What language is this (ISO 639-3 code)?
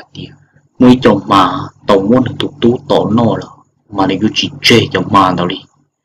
hmn